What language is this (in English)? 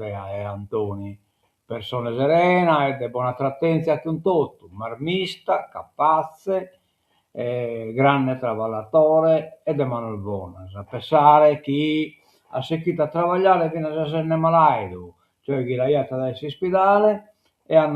Sardinian